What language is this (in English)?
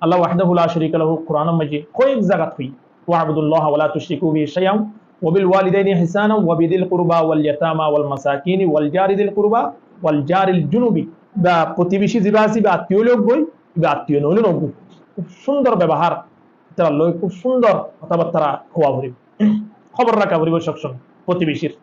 Rohingya